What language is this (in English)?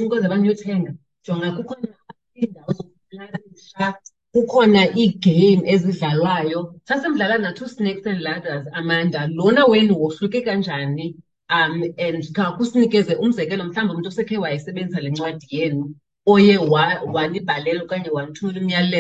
Xhosa